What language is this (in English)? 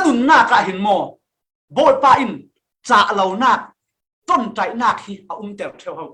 Falam Chin